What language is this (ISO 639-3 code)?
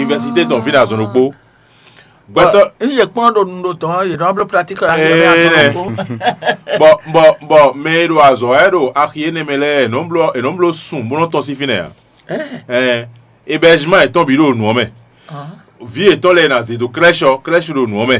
fon